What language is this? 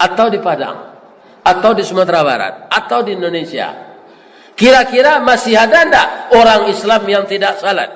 Minangkabau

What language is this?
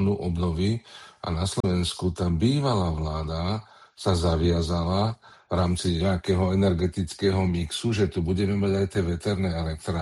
Slovak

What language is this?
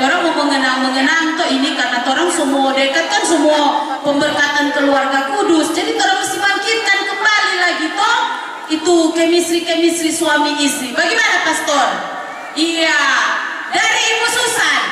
Manado Malay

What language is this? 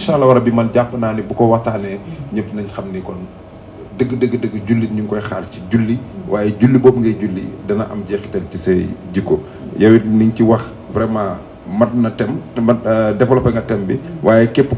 Wolof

